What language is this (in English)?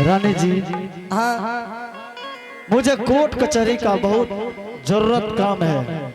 Angika